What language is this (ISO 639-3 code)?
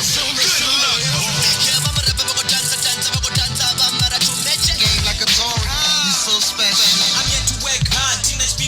ven